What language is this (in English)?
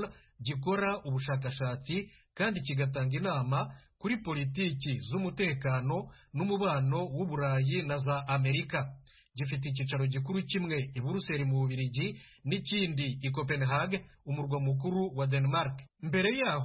Kinyarwanda